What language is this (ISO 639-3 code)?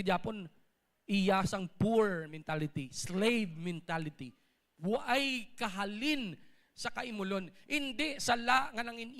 hil